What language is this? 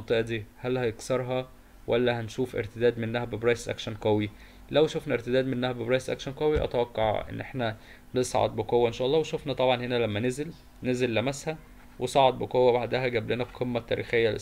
Egyptian Arabic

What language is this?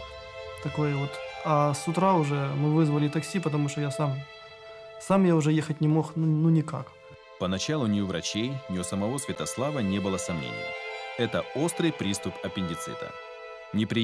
Russian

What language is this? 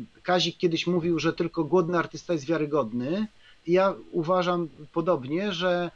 Polish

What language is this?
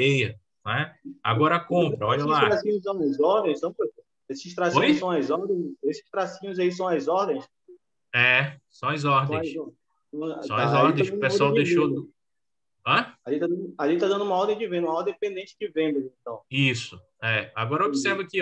Portuguese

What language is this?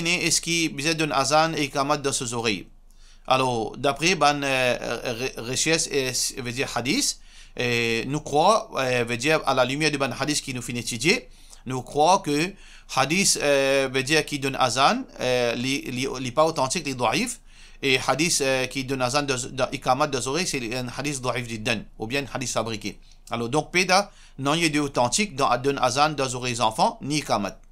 Morisyen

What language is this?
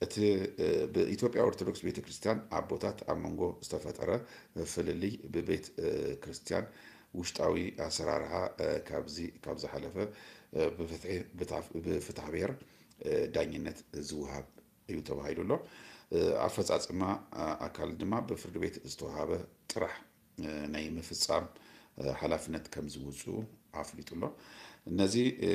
Tigrinya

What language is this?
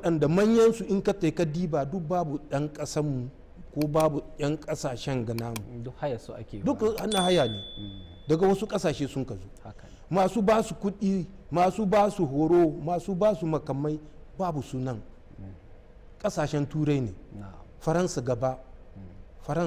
Hausa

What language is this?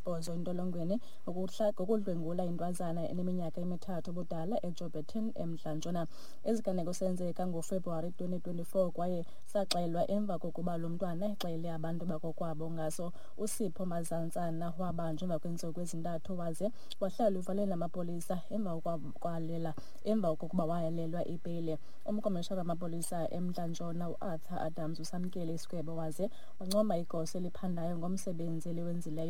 Xhosa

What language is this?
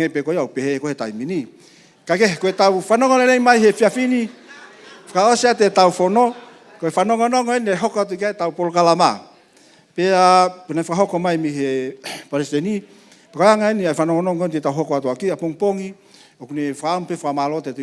Tongan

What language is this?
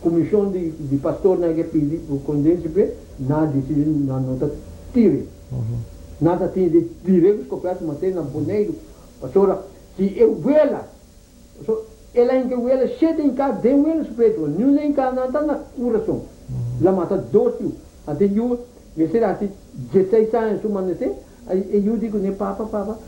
Papiamento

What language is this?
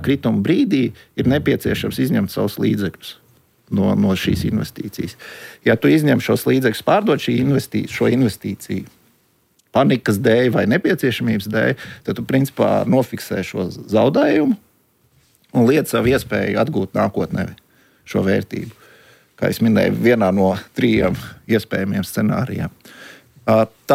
Latvian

